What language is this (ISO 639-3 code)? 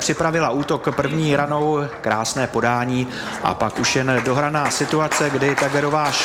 ces